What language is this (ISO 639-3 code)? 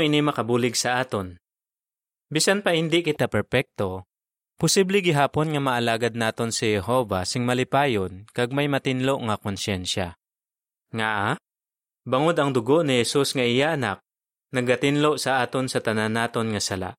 hil